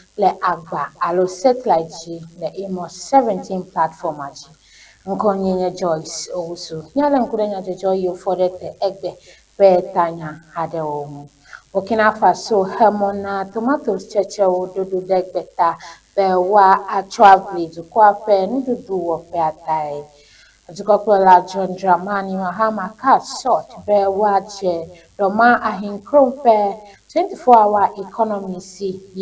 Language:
Ewe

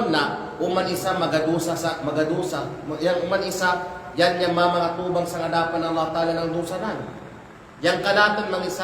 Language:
Kalagan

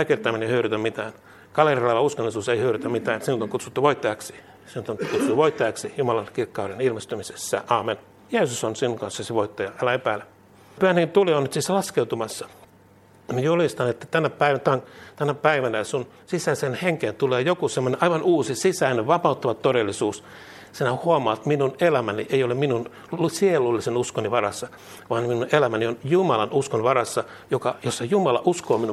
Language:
Finnish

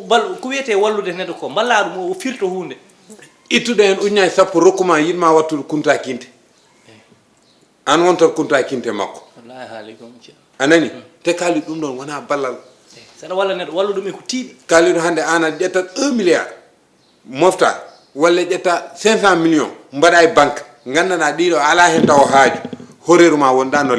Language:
Fula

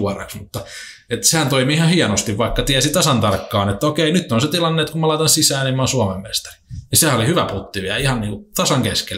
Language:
Finnish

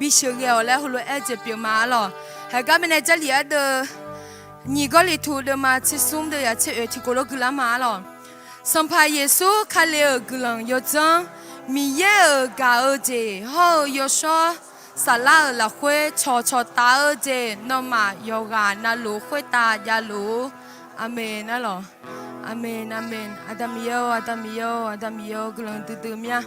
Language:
Akha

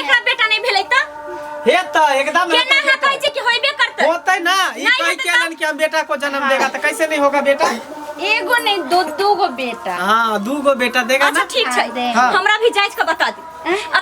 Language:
Maithili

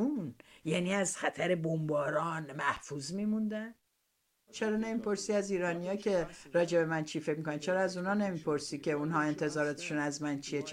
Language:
Persian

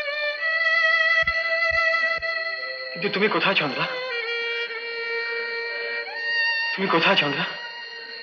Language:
Bangla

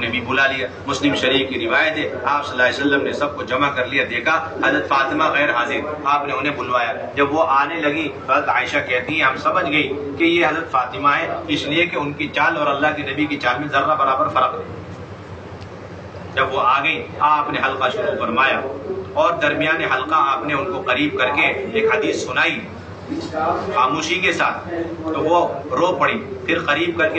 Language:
Urdu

